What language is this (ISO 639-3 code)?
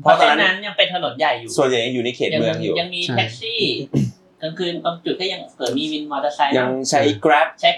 tha